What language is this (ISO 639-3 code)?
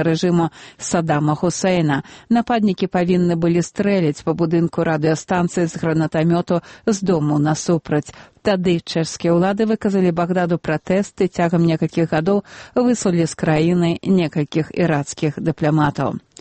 bel